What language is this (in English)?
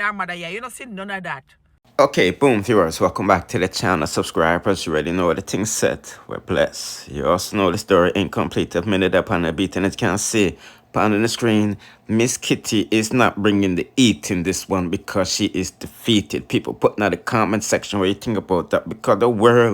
Jamaican Creole English